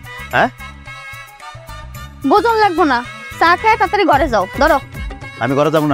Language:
Bangla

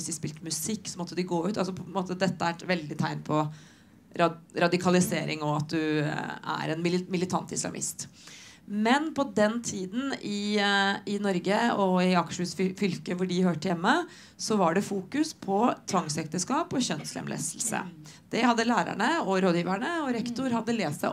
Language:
Norwegian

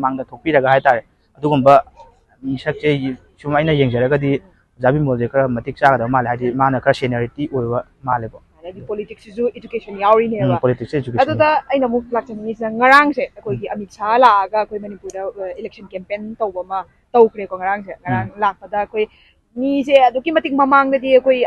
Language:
Manipuri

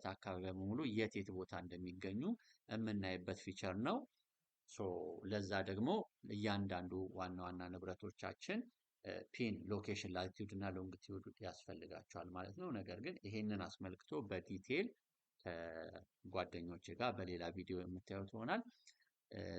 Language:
Amharic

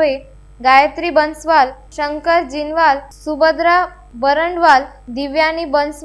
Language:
Marathi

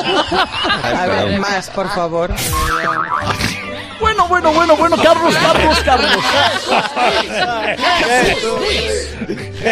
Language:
Spanish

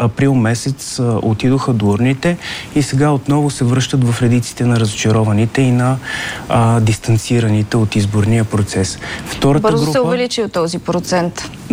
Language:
Bulgarian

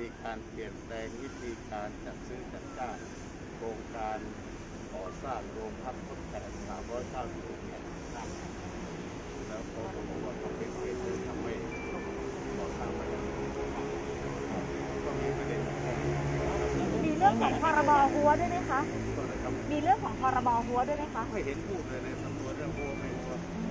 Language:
Thai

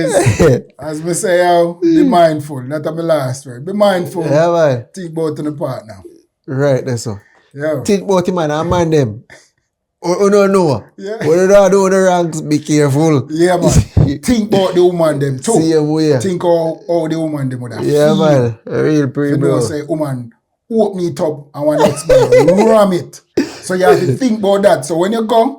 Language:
Jamaican Creole English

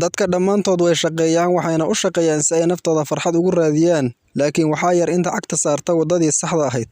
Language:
Somali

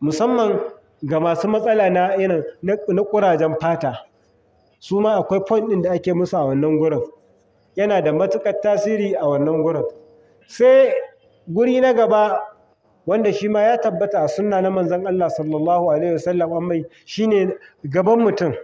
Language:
Hausa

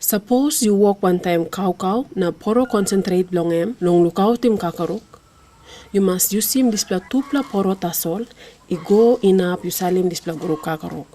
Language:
Tok Pisin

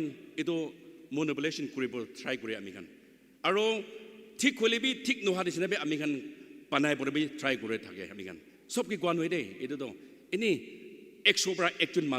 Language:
Naga Pidgin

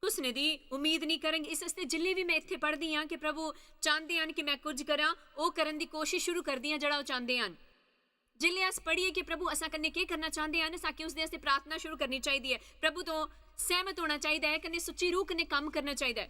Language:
Dogri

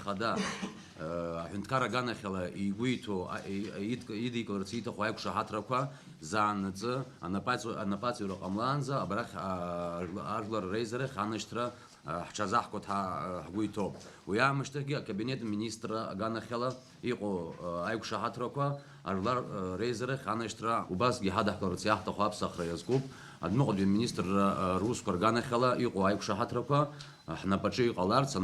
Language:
Abkhazian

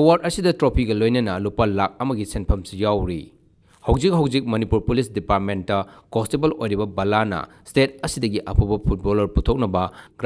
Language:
Manipuri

